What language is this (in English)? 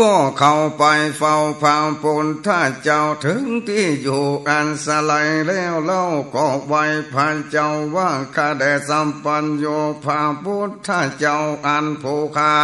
Northern Thai